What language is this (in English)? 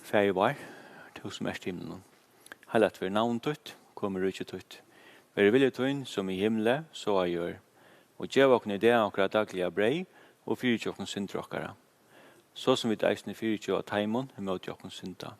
Faroese